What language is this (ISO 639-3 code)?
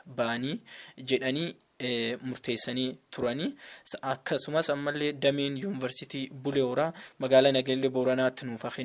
orm